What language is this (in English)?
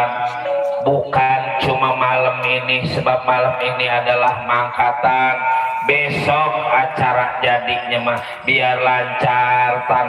Betawi